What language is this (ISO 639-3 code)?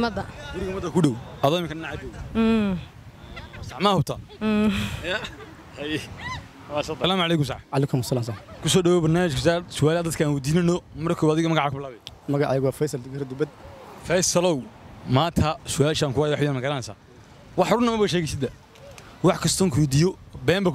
som